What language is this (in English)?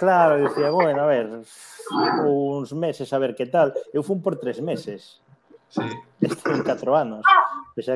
Galician